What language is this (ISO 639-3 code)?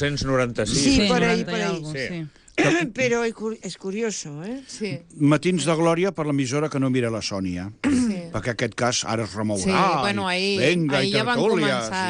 cat